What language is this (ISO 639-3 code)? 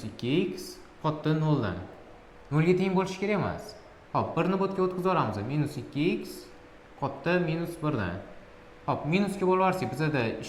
uzb